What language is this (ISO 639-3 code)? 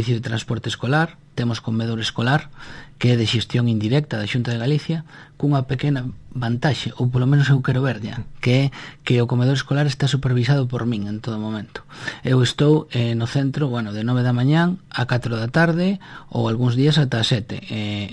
glg